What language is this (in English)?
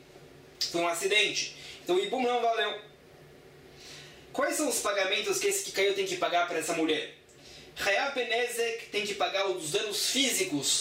Portuguese